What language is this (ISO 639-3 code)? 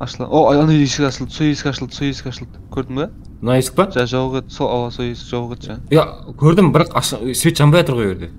kaa